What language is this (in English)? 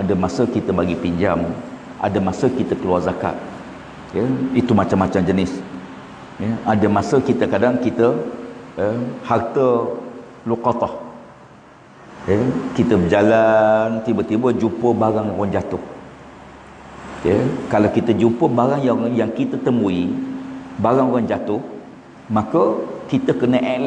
Malay